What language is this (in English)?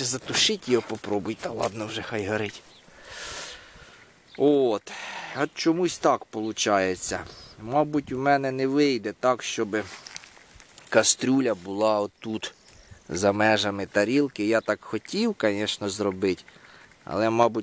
Ukrainian